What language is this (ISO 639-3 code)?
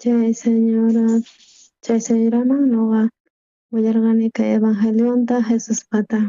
quh